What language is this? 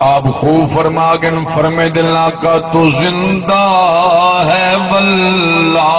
Saraiki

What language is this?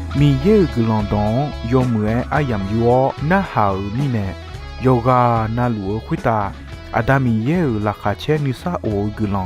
Akha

